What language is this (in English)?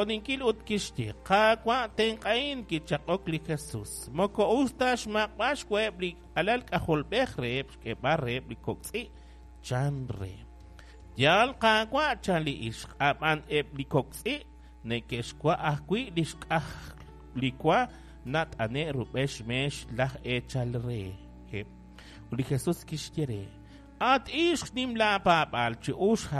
Kekchí